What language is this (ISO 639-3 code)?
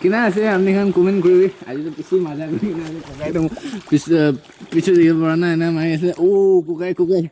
nag